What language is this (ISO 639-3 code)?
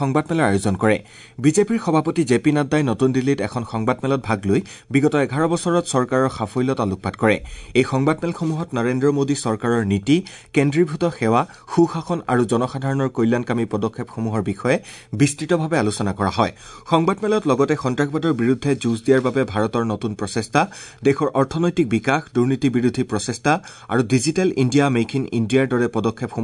asm